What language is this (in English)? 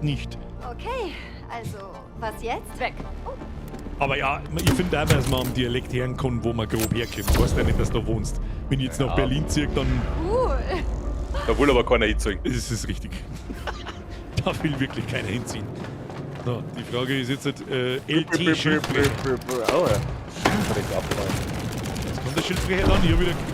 Bavarian